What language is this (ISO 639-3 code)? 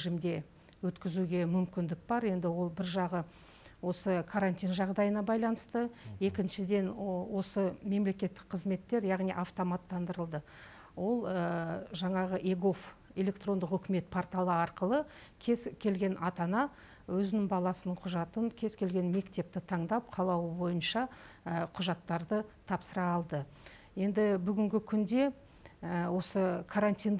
kaz